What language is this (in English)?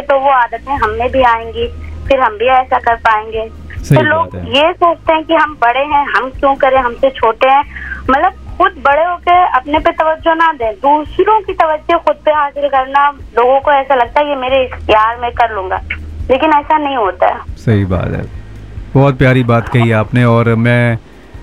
Hindi